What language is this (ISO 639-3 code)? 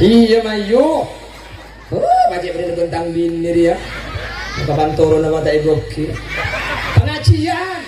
mad